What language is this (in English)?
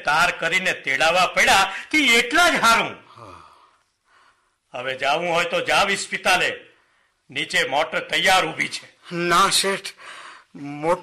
Gujarati